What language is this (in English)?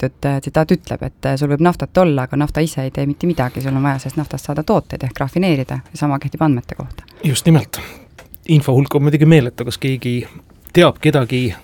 Estonian